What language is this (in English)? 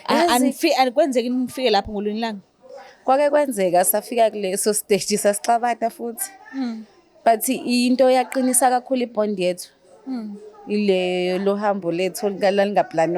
Zulu